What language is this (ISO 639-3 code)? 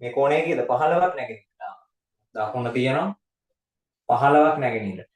sin